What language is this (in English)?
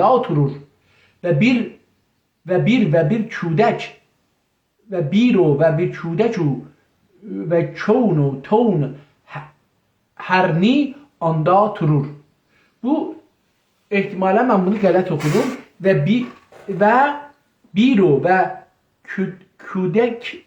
South Azerbaijani